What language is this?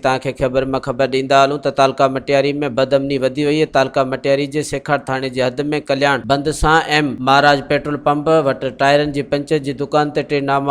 Sindhi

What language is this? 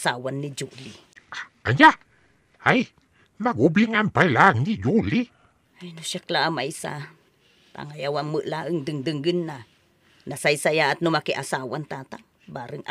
Iloko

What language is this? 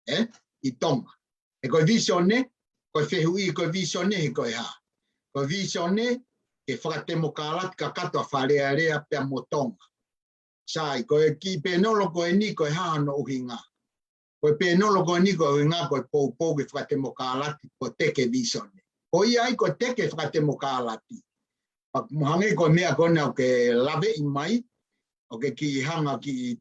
Tongan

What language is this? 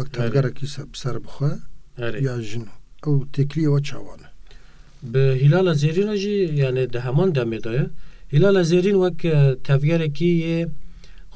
Kurdish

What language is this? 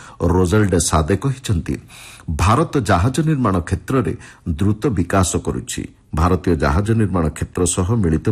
Odia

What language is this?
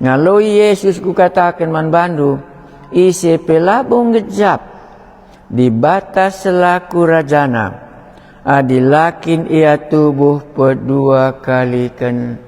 Batak Karo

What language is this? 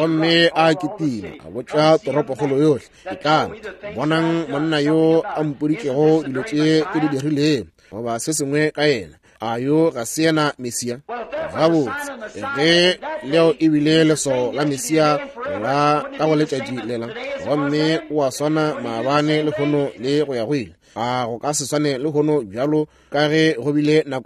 Northern Sotho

